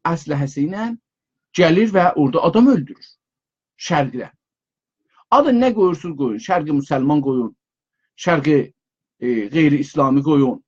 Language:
South Azerbaijani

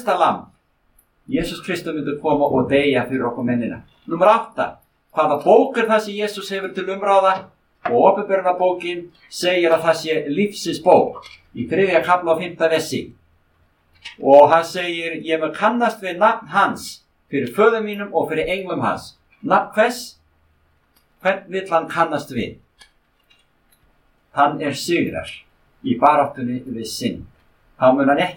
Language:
Icelandic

